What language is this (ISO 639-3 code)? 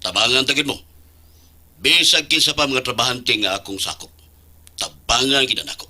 ceb